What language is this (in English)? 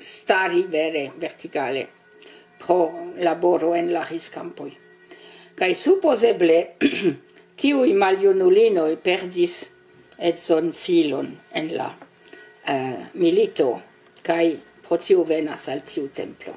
Esperanto